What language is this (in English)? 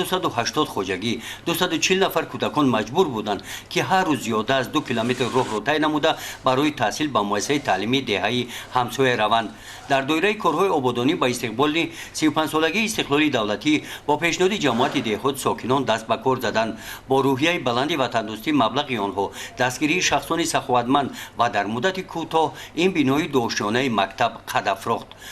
Tajik